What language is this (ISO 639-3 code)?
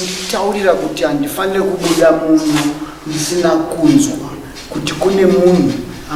sna